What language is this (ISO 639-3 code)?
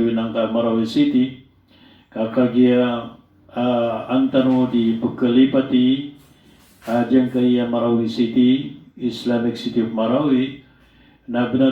mrw